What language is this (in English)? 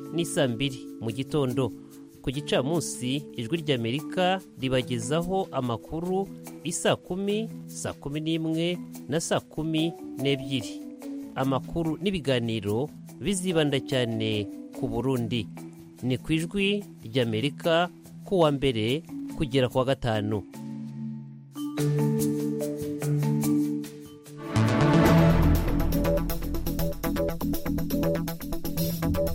Kinyarwanda